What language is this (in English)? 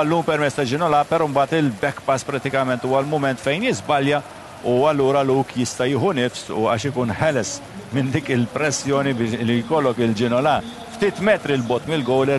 Maltese